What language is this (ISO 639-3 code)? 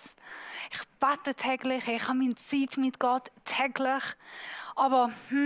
gsw